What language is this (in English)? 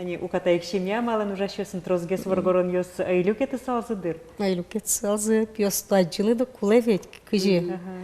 Udmurt